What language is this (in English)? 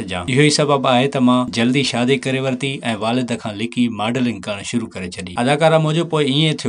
Sindhi